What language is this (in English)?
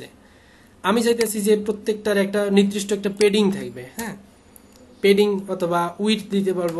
Bangla